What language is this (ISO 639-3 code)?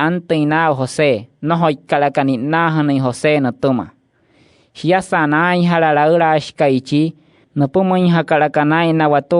guc